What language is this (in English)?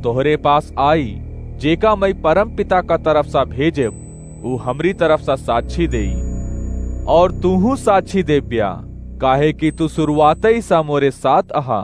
Awadhi